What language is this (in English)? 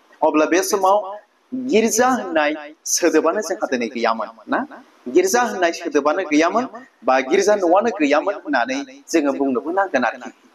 Bodo